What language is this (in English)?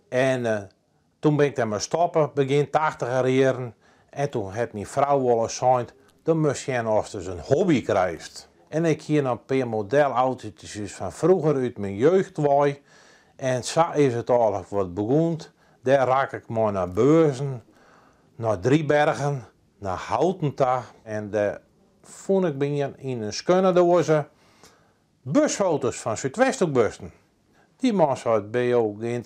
Western Frisian